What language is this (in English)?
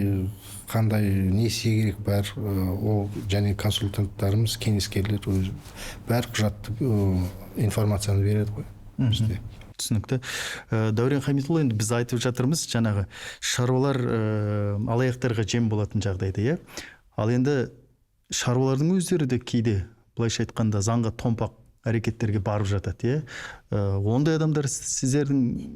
Kazakh